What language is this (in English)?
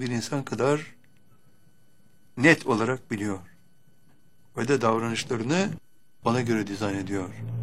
Turkish